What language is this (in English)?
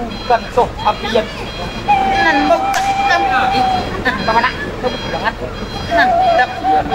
Minangkabau